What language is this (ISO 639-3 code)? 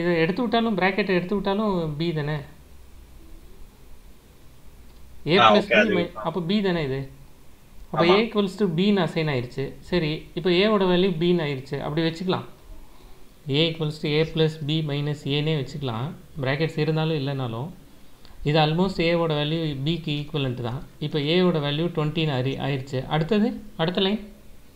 tam